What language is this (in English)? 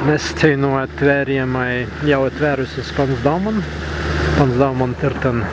Prussian